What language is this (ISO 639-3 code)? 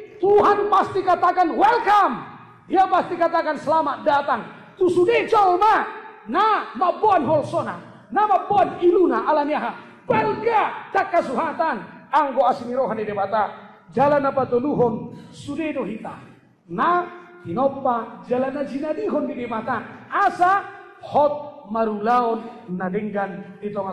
bbc